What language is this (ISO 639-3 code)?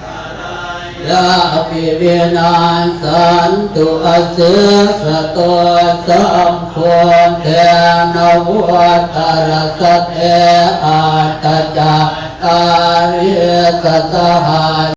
pli